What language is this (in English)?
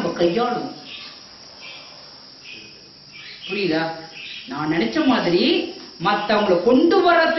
Tamil